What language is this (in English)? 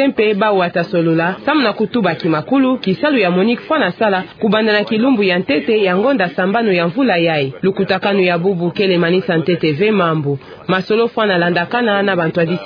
Kituba (Democratic Republic of Congo)